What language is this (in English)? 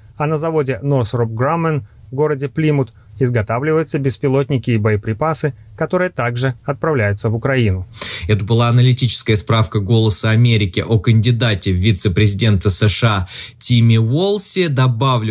Russian